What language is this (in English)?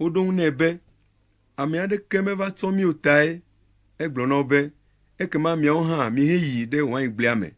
Ewe